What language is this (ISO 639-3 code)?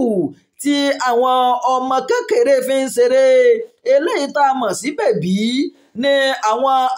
yor